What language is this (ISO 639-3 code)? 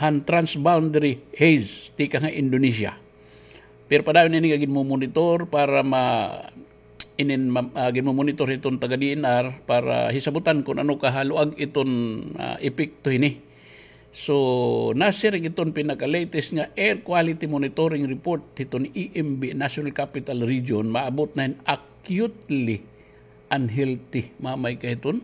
war